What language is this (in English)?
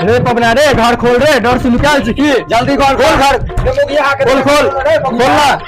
Maithili